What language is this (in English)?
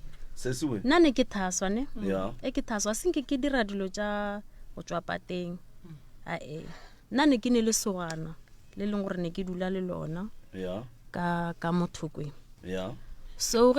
Northern Sotho